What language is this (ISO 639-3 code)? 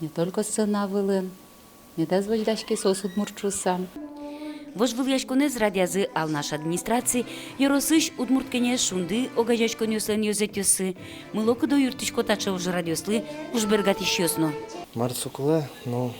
udm